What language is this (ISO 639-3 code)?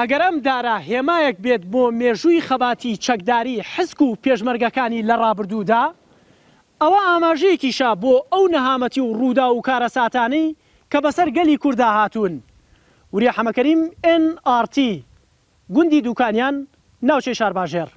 ckb